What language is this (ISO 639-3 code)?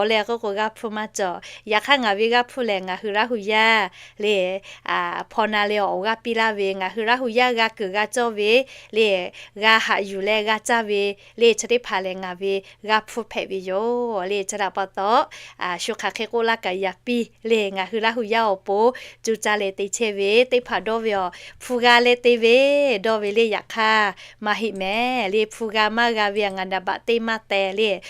lhu